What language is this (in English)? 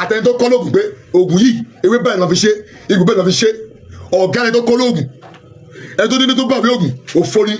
Yoruba